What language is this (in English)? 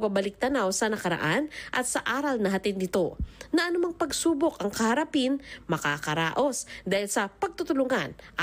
Filipino